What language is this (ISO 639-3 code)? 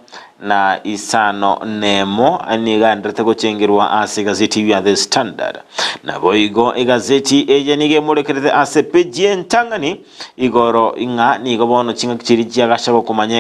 guz